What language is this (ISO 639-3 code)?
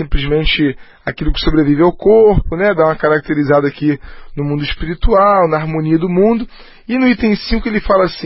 por